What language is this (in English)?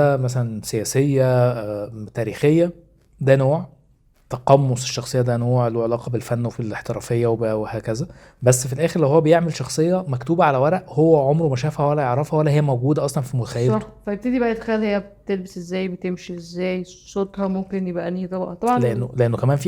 Egyptian Arabic